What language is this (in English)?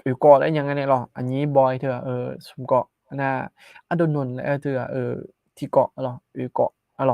Akha